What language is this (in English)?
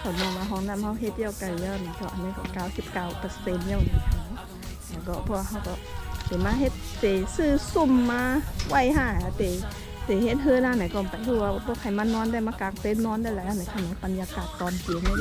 Shan